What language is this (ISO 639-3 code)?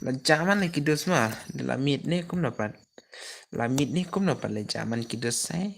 kha